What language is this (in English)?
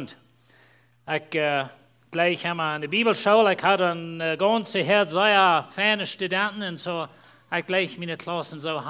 Plautdietsch